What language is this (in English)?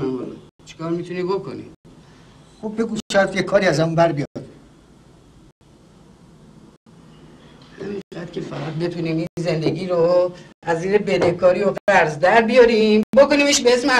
Persian